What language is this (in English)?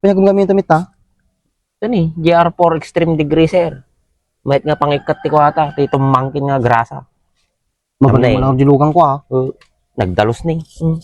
Iloko